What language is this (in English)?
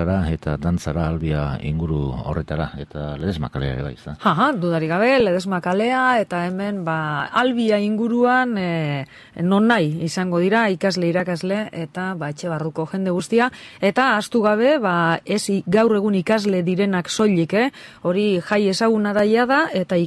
Basque